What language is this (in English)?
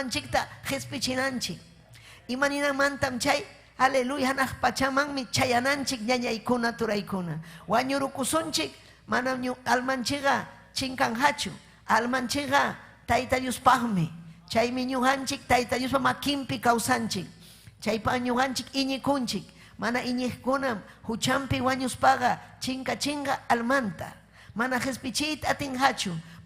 Ayacucho Quechua